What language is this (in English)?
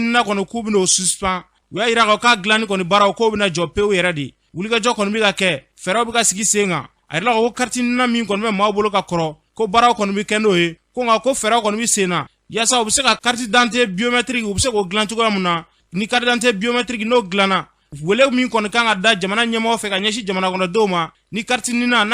Bambara